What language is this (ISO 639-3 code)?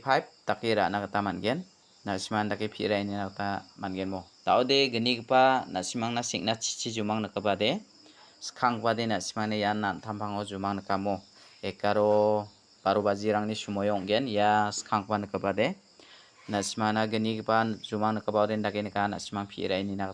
grt